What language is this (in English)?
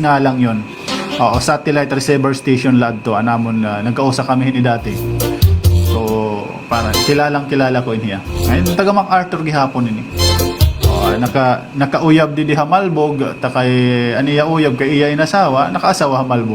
Waray